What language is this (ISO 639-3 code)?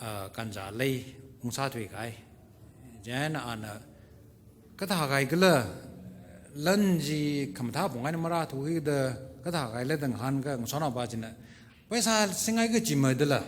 nmf